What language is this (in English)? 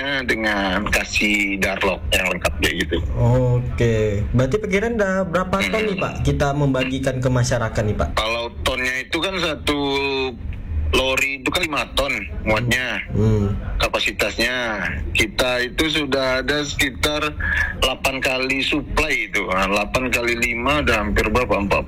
Indonesian